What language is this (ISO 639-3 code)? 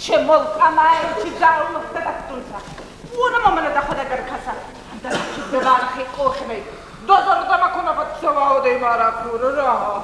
oss